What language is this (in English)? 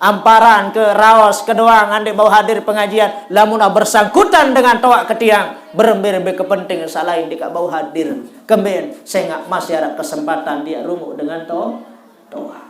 Sasak